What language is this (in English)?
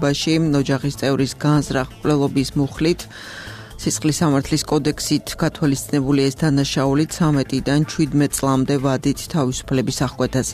Georgian